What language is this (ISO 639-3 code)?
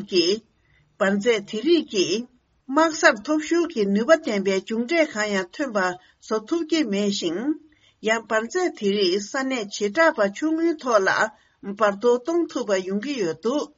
bod